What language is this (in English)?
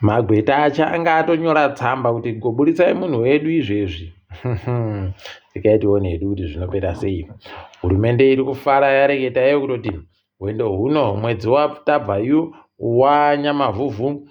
Ndau